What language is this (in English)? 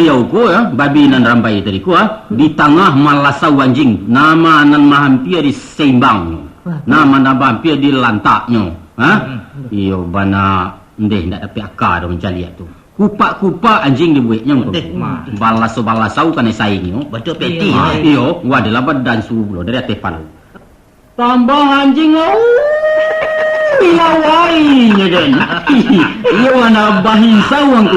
Minangkabau